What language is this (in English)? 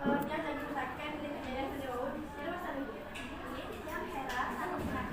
Balinese